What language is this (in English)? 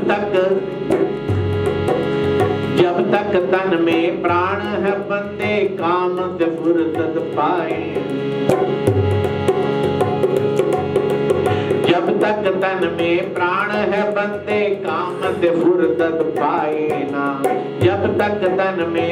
Hindi